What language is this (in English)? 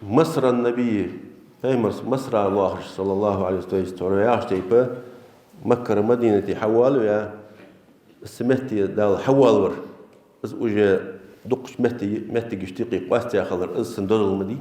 Ingush